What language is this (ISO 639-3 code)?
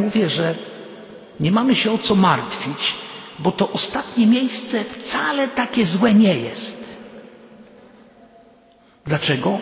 pol